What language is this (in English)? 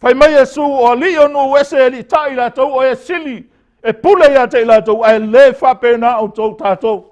Samoan